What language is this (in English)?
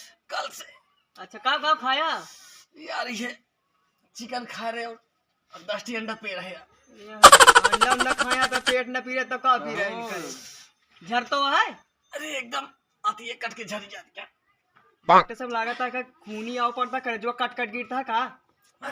Awadhi